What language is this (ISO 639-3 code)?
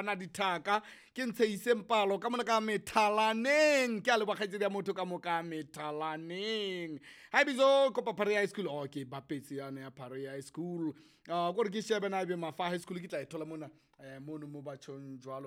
sot